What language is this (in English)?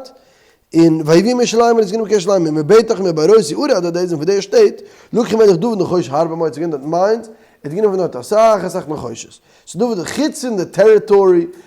Yiddish